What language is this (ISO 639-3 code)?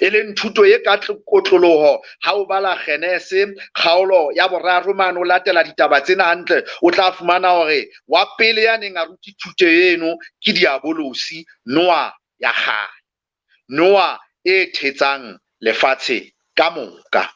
sot